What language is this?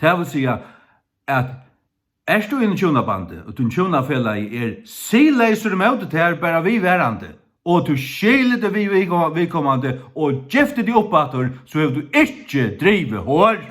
Faroese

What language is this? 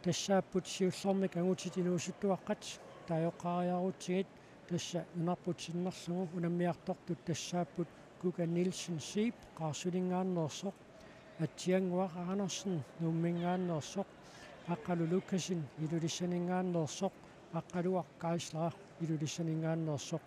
Kalaallisut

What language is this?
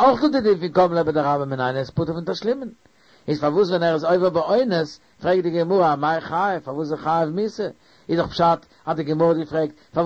Yiddish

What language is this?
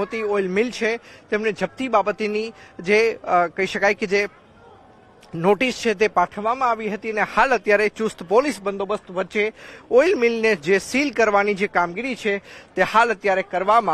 Gujarati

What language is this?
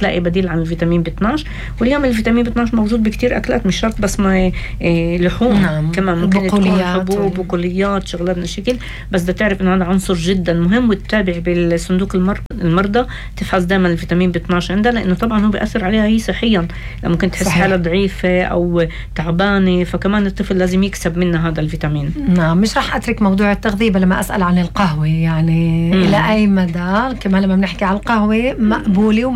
North Levantine Arabic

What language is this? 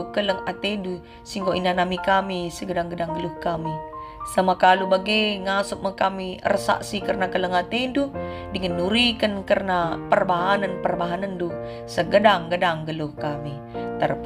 Batak Karo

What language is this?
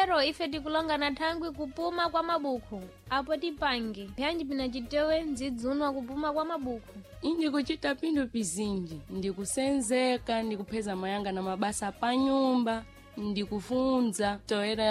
Sena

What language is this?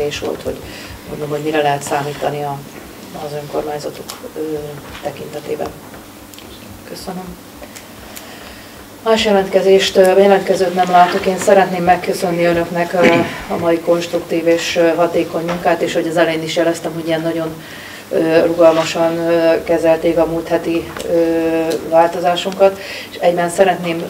Hungarian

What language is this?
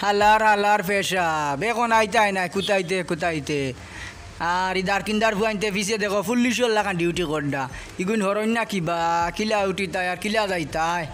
Sylheti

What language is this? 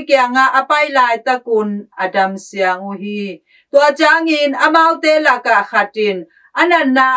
Tedim Chin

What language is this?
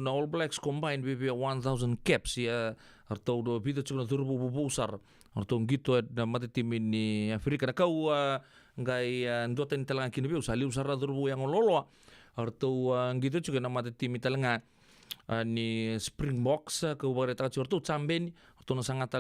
Fijian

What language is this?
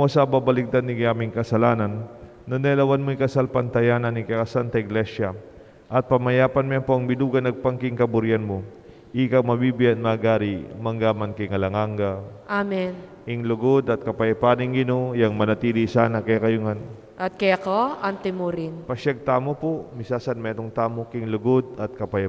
Pampanga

